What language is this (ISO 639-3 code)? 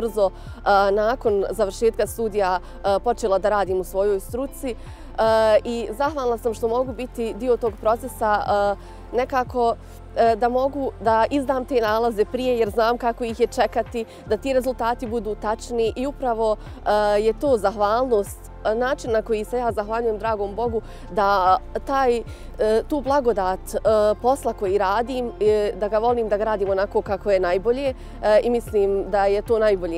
bos